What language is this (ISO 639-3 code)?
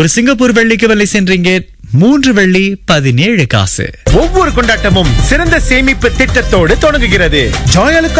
tam